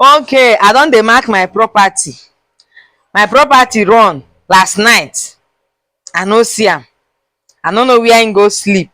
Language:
Nigerian Pidgin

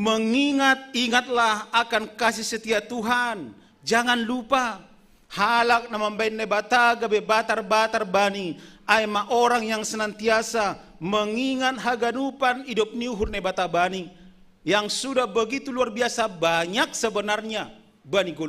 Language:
Batak Simalungun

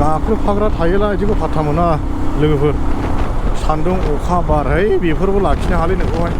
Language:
Bodo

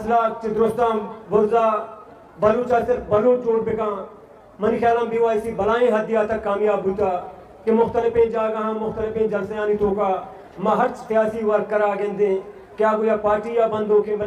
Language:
Eastern Balochi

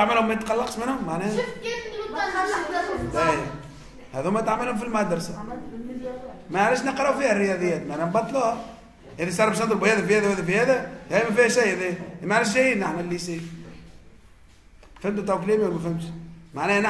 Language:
Tunisian Arabic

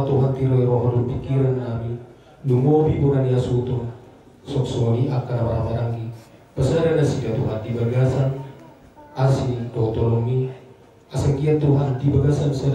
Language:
Batak Toba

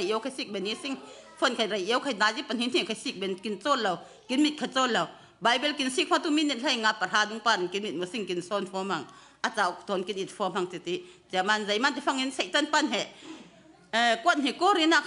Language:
Falam Chin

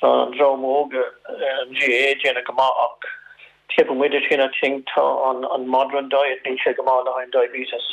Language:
Irish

